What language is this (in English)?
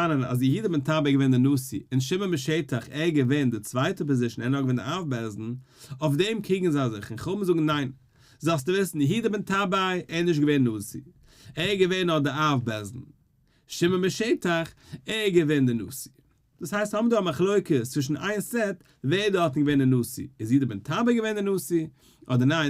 Yiddish